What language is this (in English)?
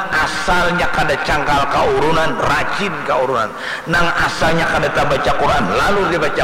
Banjar